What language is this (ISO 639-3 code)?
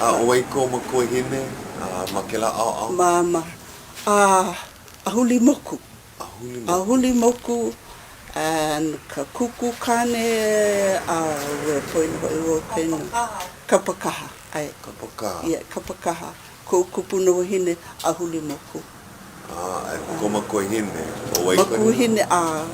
haw